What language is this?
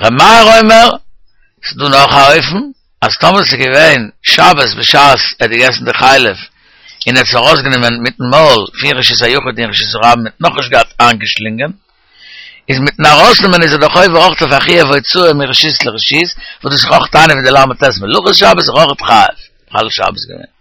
Yiddish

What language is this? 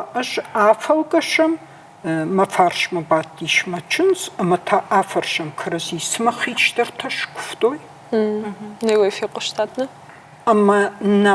Ossetic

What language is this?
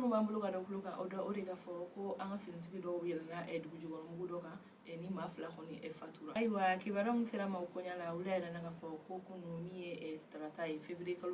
Bambara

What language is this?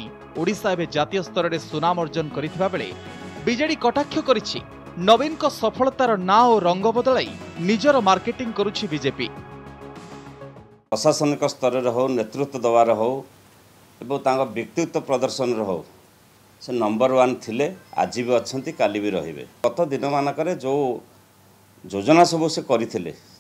Odia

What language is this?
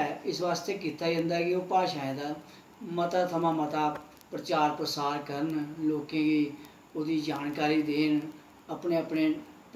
Dogri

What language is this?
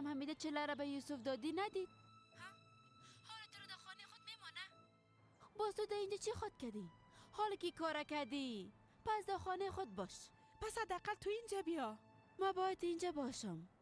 Persian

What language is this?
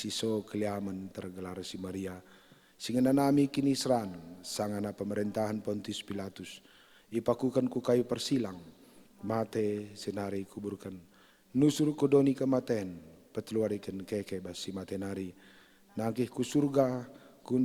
Batak Karo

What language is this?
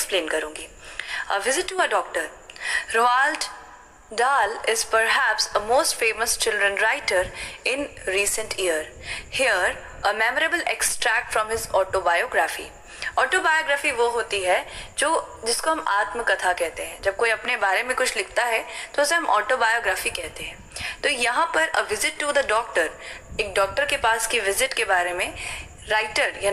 Hindi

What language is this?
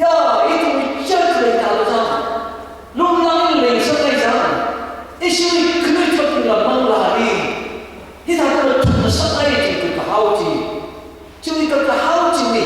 Tangkhul Naga (India)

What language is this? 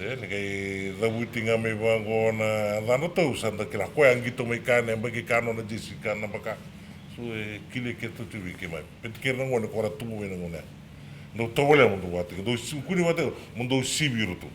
Fijian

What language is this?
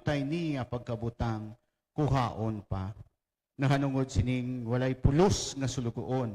Hiligaynon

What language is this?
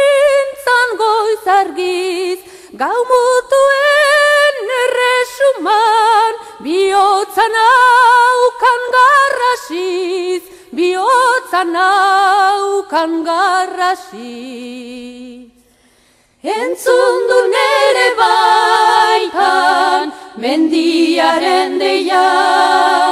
Basque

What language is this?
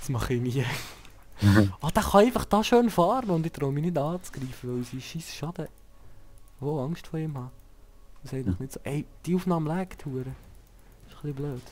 Swiss German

